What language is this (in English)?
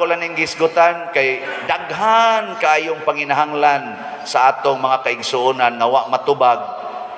Cebuano